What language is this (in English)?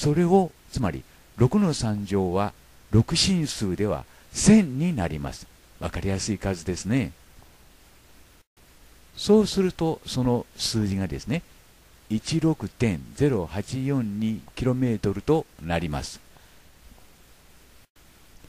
Japanese